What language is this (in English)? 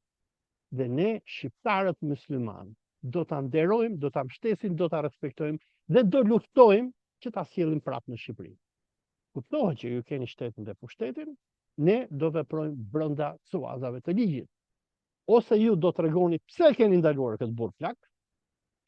Albanian